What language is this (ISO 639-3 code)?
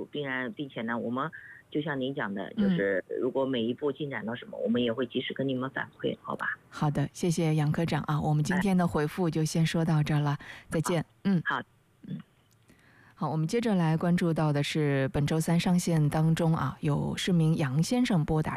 zho